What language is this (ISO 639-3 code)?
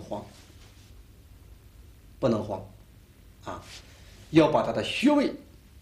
zho